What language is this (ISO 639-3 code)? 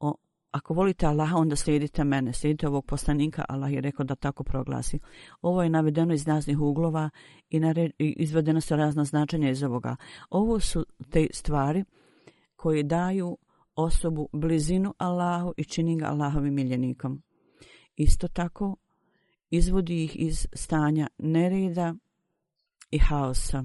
bos